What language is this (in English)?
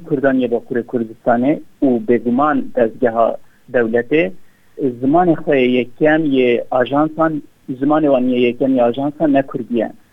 Kurdish